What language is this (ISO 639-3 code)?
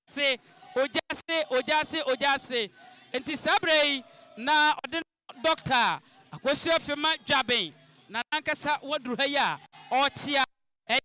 aka